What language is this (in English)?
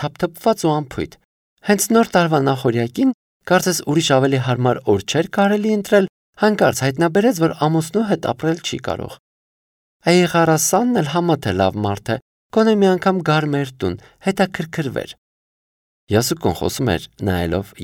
Armenian